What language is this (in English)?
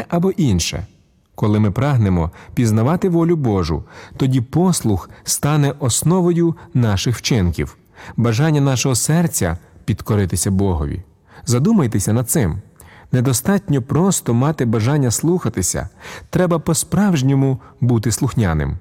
Ukrainian